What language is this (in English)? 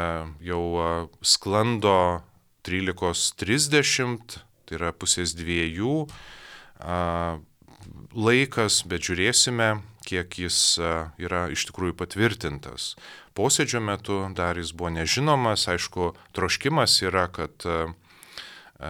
Lithuanian